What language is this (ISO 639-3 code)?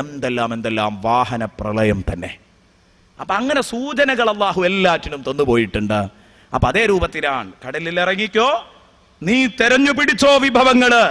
mal